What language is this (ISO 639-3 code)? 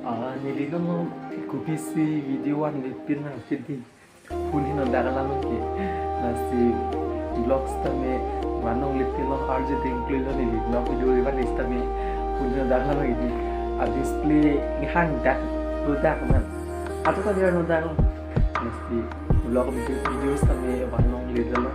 mjw